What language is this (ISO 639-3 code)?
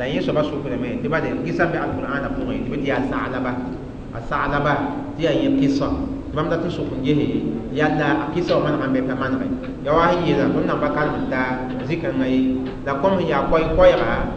mos